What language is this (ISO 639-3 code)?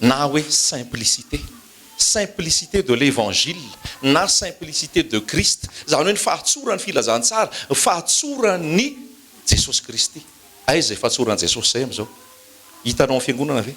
mlg